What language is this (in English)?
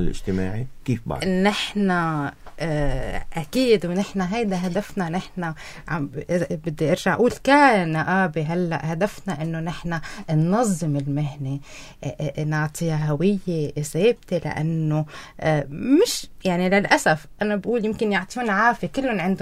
North Levantine Arabic